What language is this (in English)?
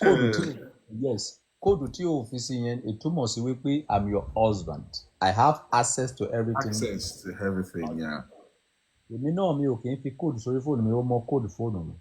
Yoruba